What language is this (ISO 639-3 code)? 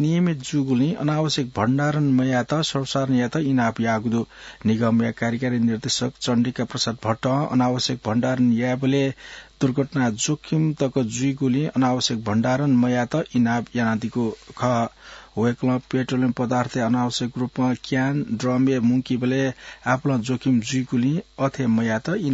new